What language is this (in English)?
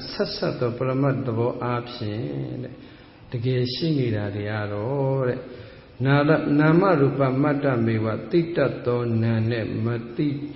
Burmese